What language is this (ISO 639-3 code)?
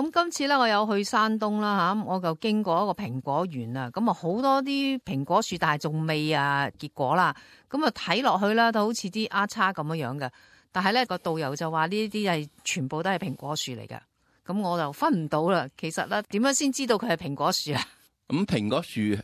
yue